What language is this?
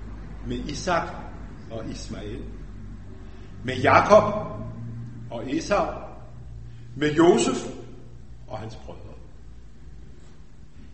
Danish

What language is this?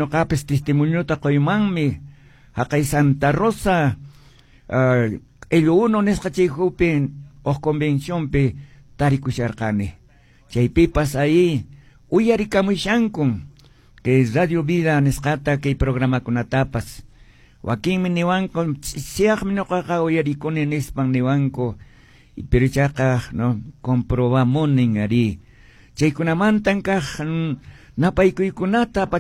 Quechua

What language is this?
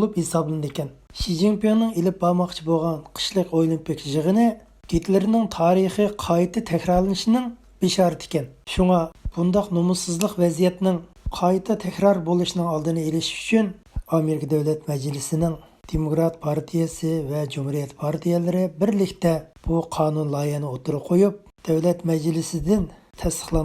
Uyghur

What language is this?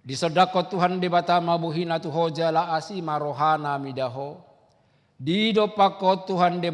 Batak Toba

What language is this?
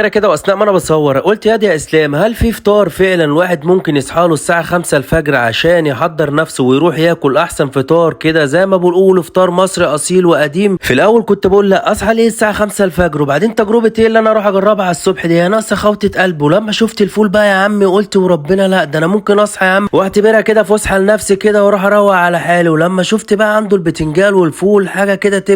Egyptian Arabic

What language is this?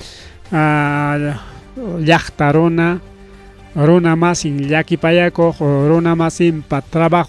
Ayacucho Quechua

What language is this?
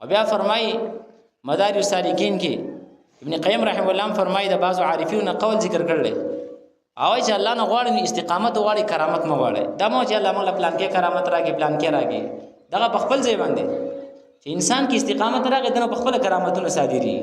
Pashto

